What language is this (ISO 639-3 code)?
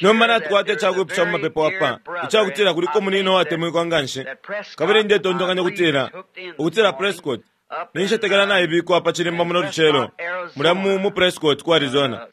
bem